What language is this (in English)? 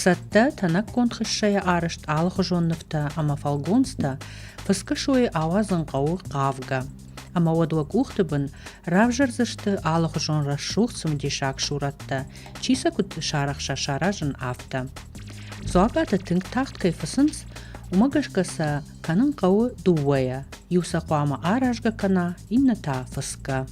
Ossetic